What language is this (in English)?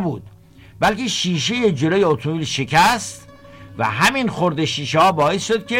Persian